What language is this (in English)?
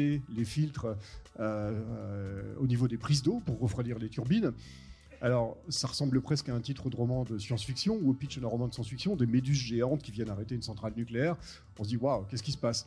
French